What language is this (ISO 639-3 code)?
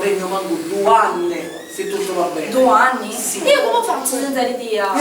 scn